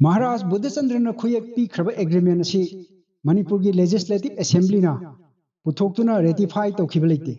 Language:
Manipuri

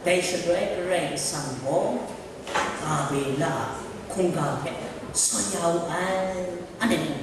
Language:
Kachin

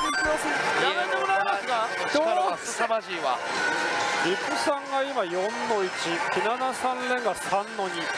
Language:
Japanese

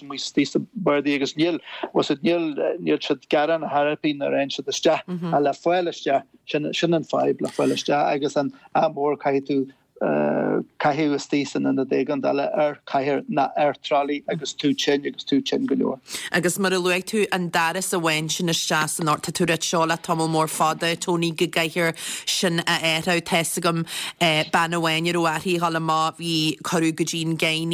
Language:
Irish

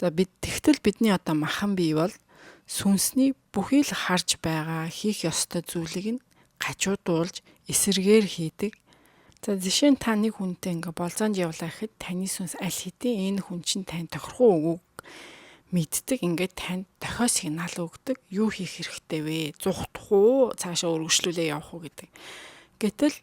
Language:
Mongolian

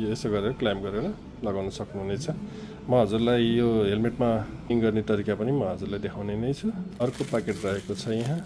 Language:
Nepali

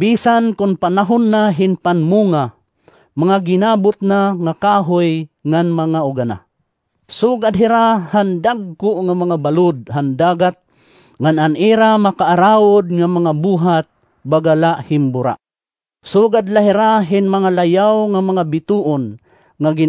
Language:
Waray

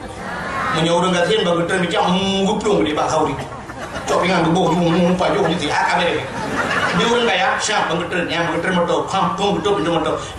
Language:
Achinese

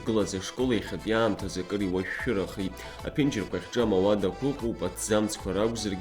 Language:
Abkhazian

